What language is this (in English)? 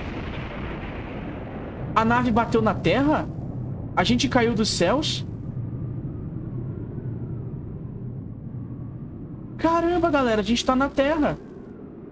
Portuguese